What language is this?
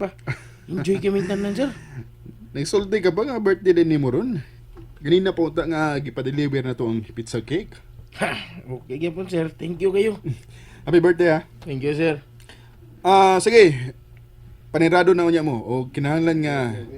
Cebuano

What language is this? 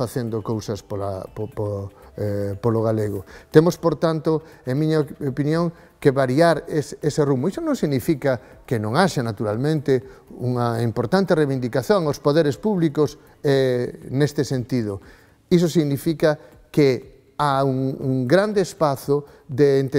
Galician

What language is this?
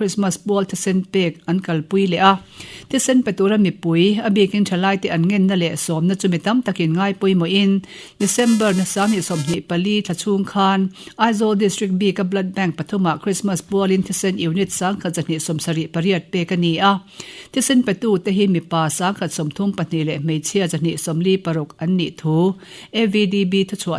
Mizo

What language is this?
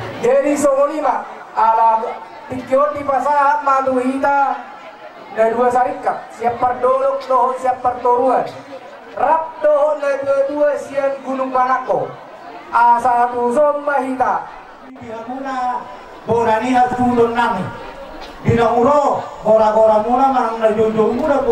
Batak Toba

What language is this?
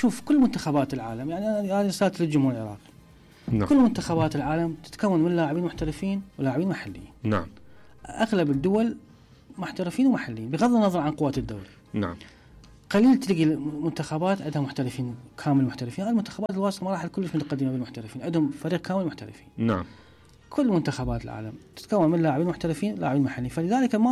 Mesopotamian Arabic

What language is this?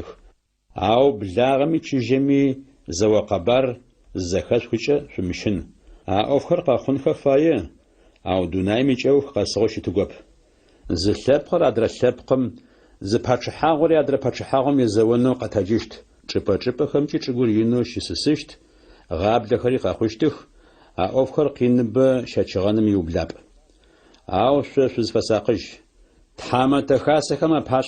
Adyghe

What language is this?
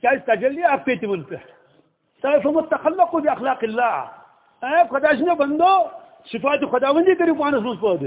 Kashmiri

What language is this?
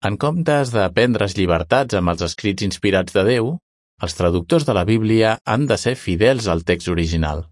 Catalan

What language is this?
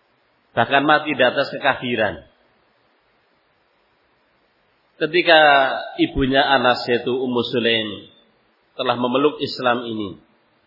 Indonesian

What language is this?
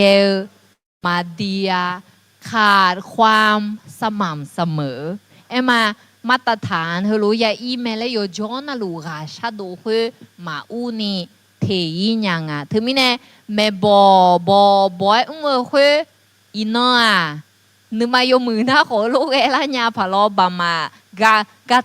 Akha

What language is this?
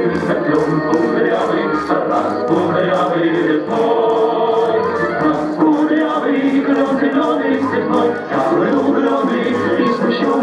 Yakut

